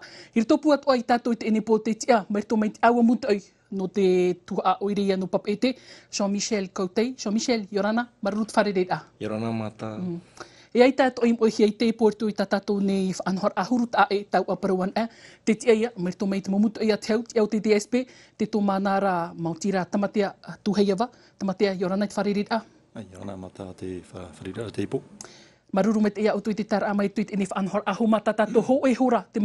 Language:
Tahitian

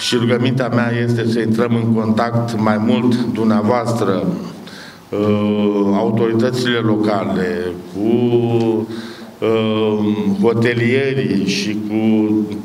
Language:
Romanian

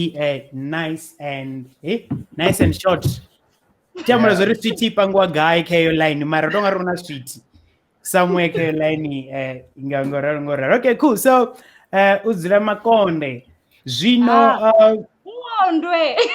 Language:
Venda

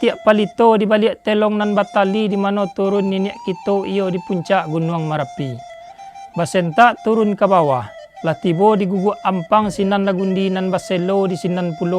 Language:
Minangkabau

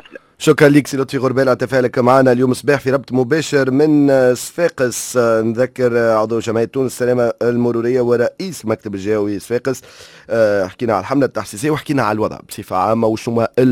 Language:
Tunisian Arabic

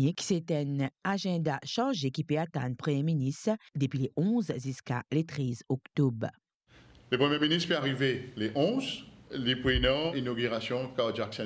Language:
Morisyen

